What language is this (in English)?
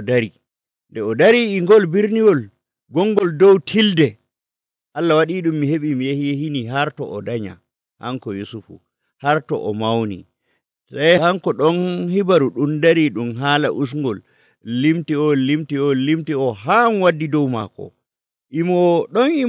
Nigerian Fulfulde